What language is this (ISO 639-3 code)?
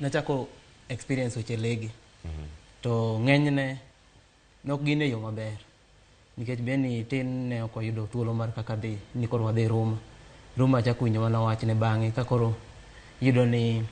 luo